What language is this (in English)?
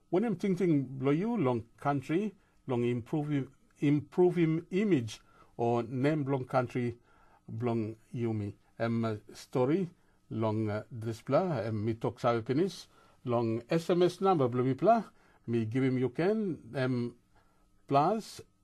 Tok Pisin